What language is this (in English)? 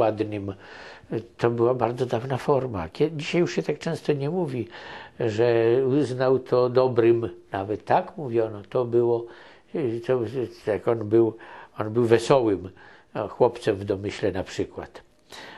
Polish